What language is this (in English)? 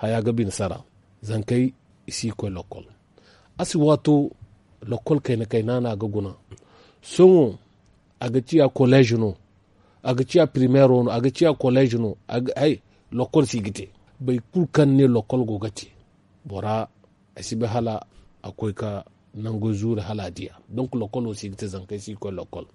Zarma